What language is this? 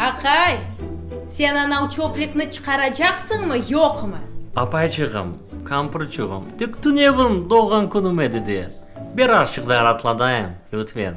Crimean Tatar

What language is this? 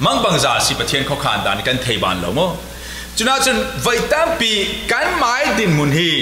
Falam Chin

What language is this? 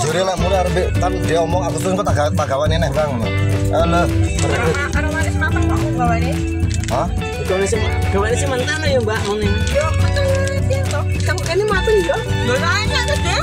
Betawi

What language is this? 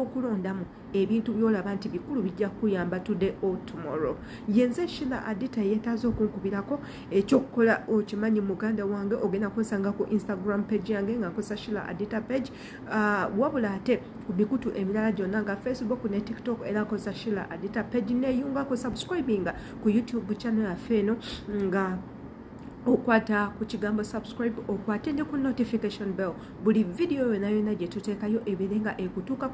Ganda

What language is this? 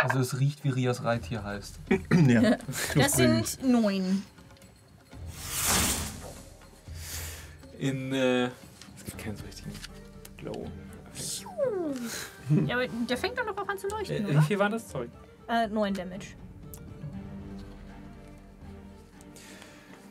German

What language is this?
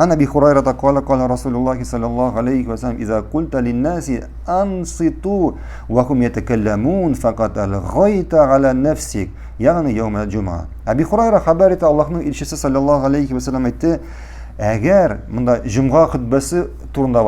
Tatar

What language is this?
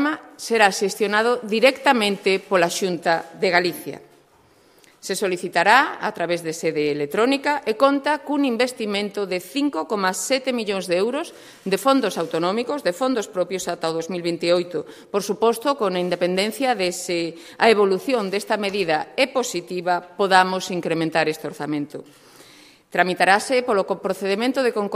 Galician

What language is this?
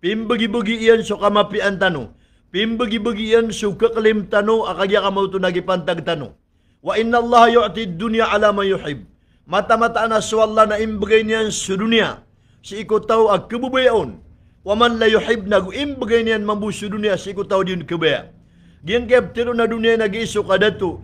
Maranao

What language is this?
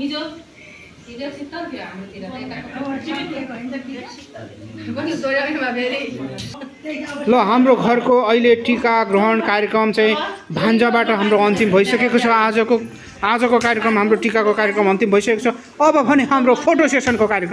Nepali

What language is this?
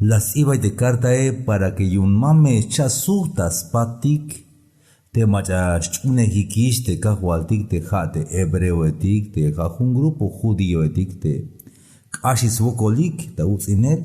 Tzeltal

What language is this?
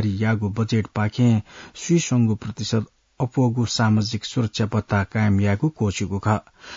Newari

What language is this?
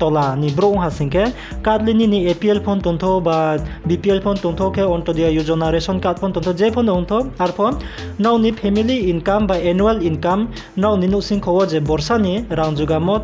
Riang (India)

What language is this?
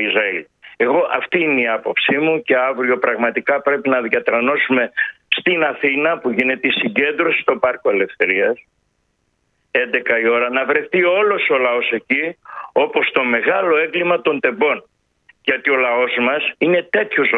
Greek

